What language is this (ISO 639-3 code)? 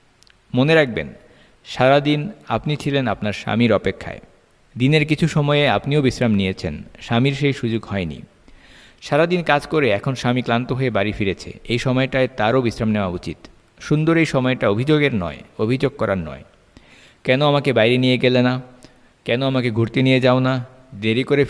ben